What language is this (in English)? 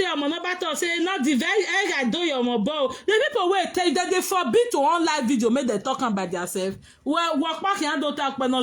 Nigerian Pidgin